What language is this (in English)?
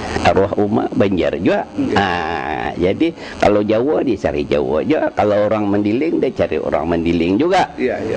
Banjar